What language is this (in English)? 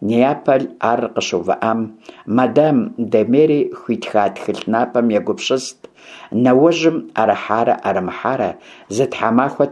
Kabardian